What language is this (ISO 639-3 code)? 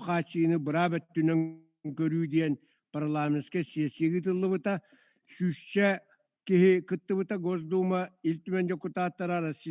sah